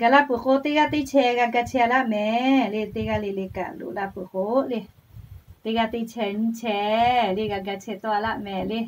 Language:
Lahu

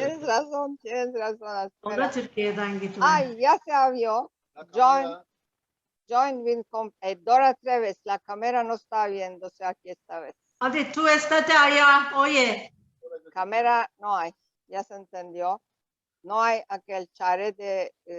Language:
Ladino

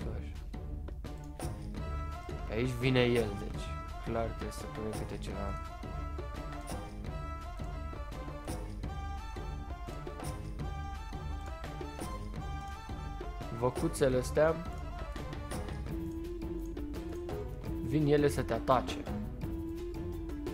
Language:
Romanian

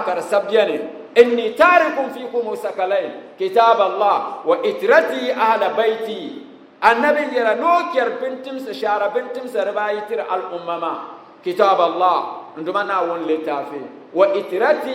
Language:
Dagbani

